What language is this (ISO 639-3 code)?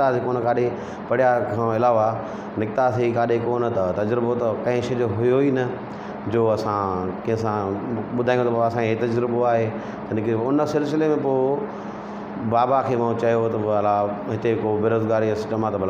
snd